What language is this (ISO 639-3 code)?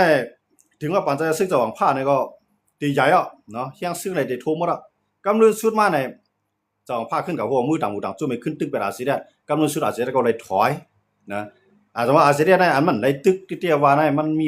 shn